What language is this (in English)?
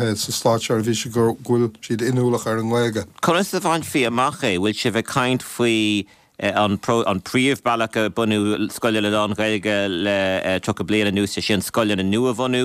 Irish